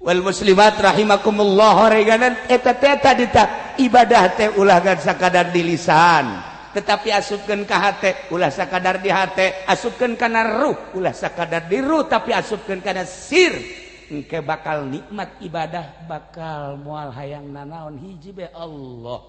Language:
Sundanese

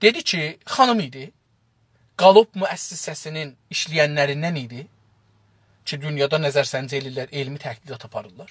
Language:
South Azerbaijani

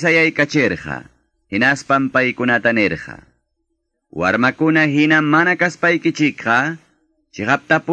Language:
Quechua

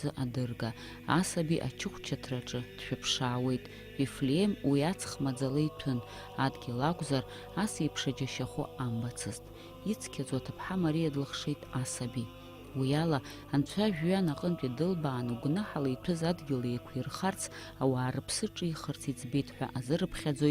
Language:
Abkhazian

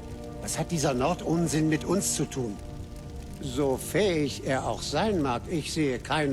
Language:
Bavarian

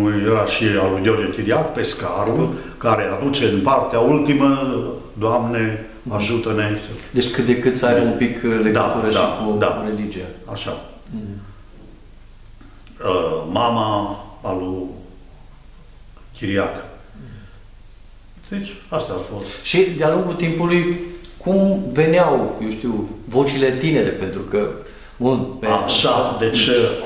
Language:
Romanian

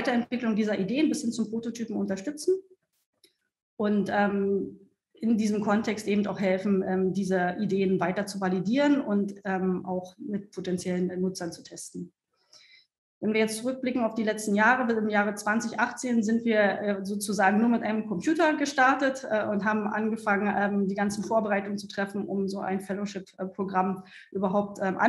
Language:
German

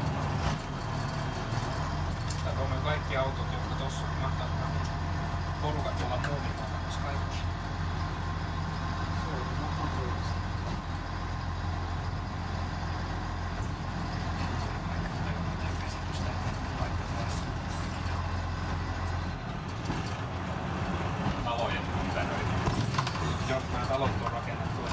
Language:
Finnish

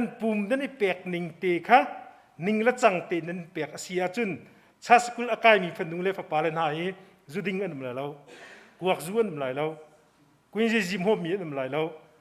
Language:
Hakha Chin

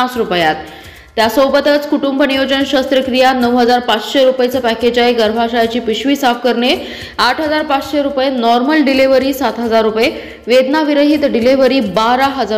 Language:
Marathi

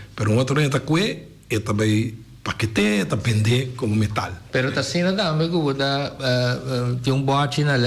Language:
Papiamento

